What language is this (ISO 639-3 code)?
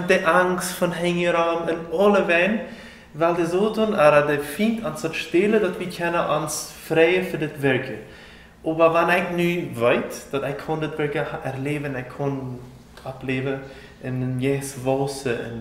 pdt